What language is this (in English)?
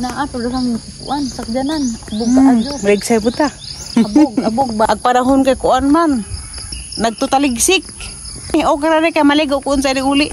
Cebuano